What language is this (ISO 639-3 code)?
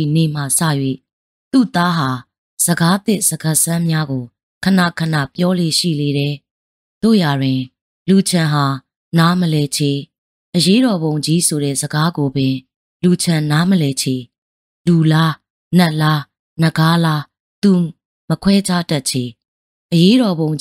mya